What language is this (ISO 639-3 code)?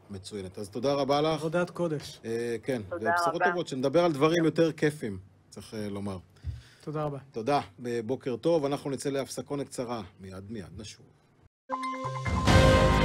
heb